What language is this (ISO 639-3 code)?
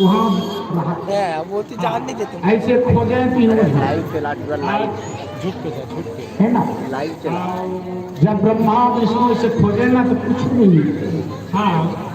hne